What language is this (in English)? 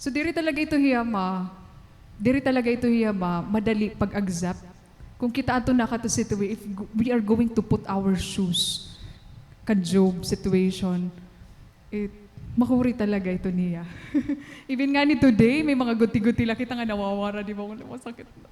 Waray